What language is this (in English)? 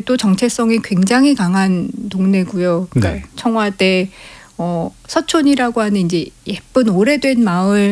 Korean